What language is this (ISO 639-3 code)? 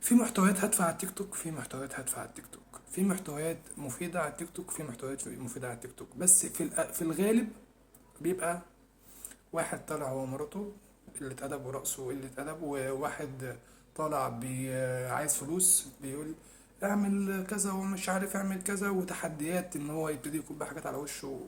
arz